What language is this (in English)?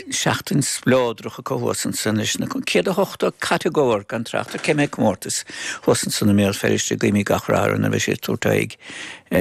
Irish